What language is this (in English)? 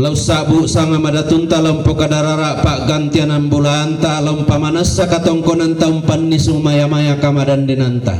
Toraja-Sa'dan